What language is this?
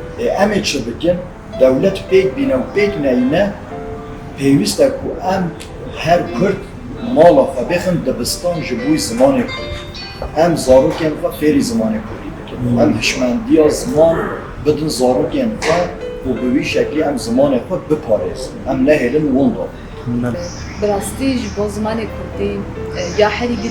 Kurdish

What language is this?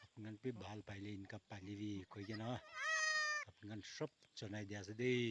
Naga Pidgin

